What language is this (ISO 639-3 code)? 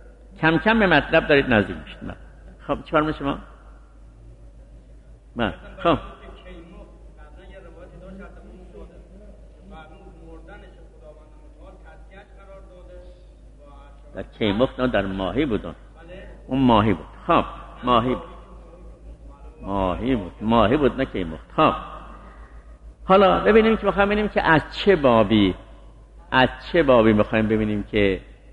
fas